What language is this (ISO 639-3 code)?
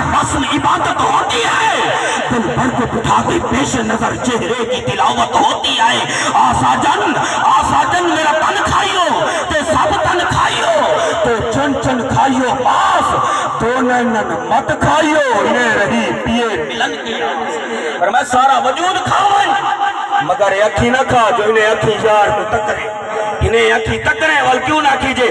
skr